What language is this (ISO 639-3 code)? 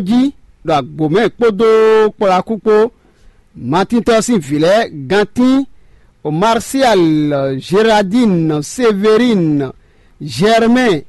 fon